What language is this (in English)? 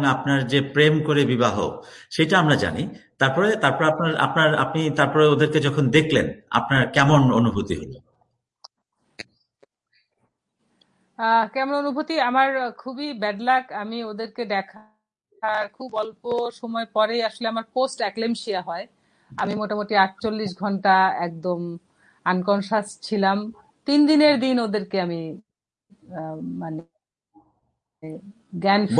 Bangla